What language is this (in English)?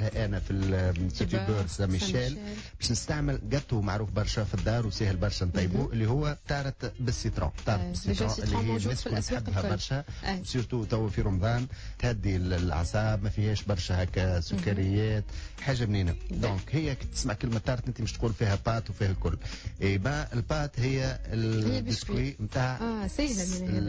Tunisian Arabic